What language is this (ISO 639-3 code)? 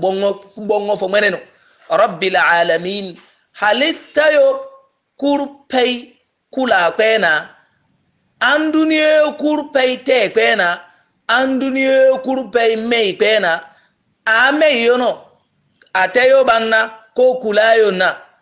yor